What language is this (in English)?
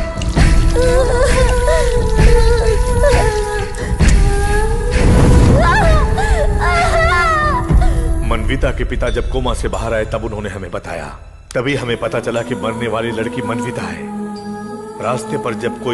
Hindi